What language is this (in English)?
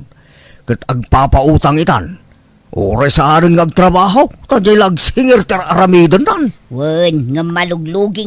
Iloko